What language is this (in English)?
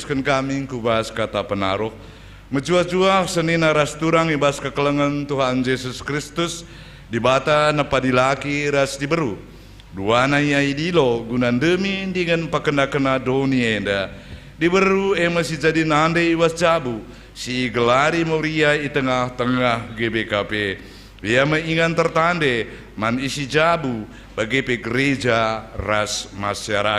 Batak Karo